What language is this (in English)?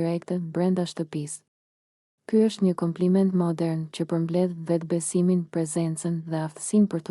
Albanian